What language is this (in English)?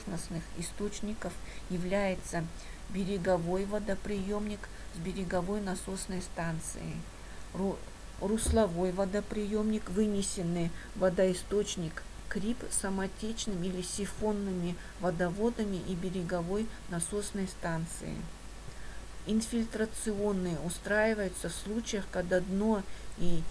Russian